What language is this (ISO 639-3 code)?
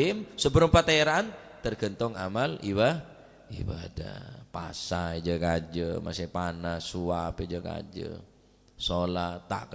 mad